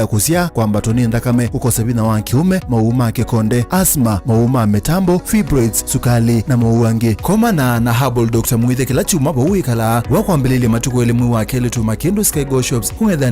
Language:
Kamba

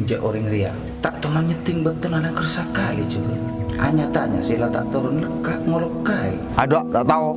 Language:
Madurese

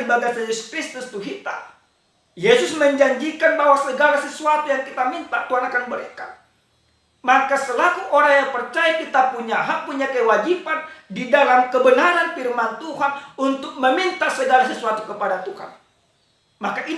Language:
Batak Toba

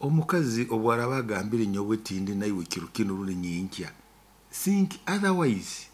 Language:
Nyoro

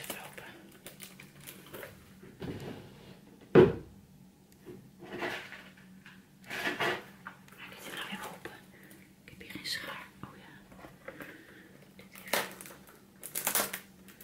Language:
Dutch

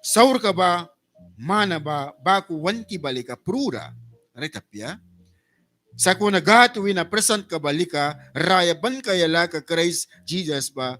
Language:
Mískito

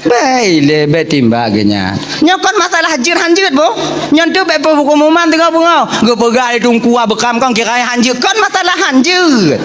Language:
Achinese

